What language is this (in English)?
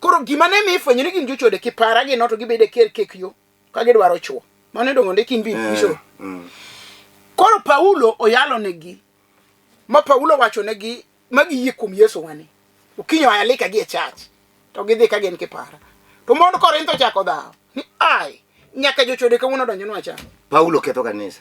Luo (Kenya and Tanzania)